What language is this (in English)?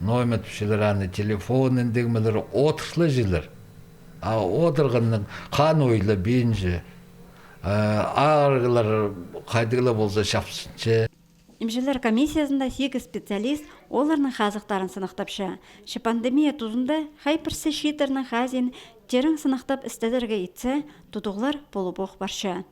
Khakas